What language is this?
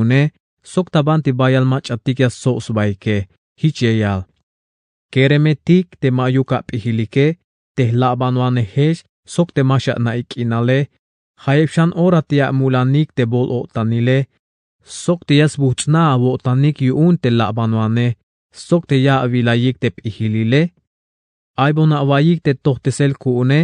Tzeltal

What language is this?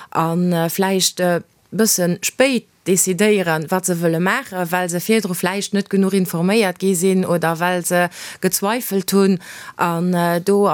Luxembourgish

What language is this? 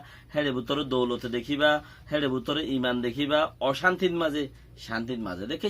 Rohingya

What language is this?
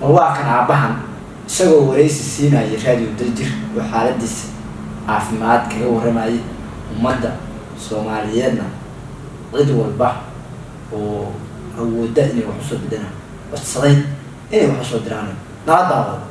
Somali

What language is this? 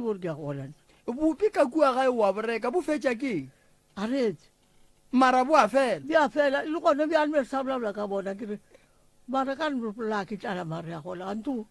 Northern Sotho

